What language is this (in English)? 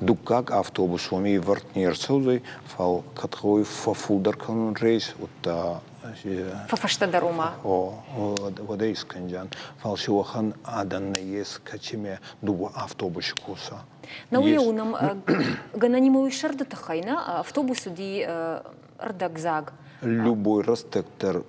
Ossetic